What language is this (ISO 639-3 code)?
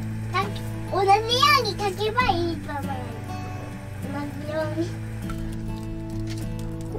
jpn